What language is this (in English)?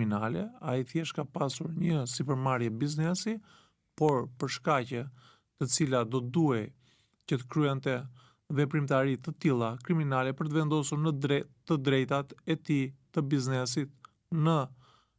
Albanian